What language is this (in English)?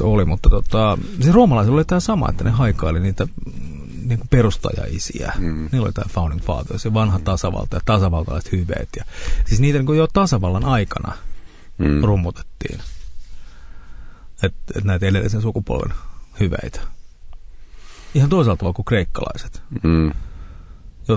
Finnish